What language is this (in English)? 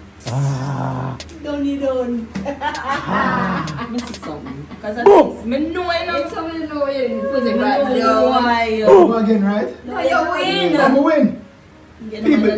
Jamaican Creole English